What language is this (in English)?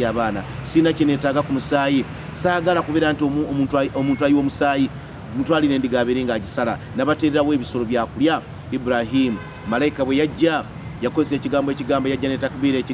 Ganda